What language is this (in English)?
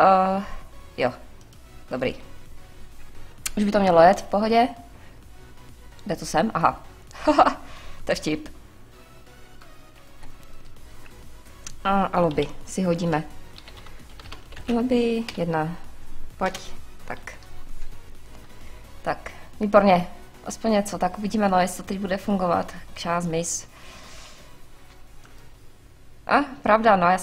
Czech